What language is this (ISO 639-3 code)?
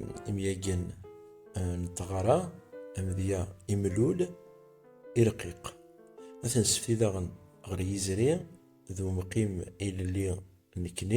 kab